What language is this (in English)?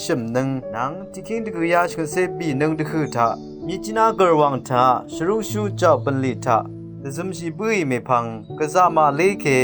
Rawang